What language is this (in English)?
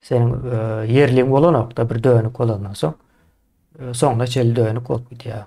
Turkmen